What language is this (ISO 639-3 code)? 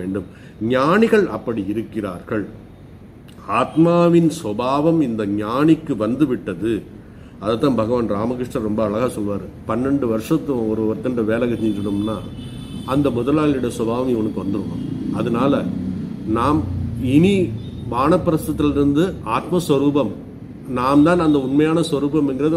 tam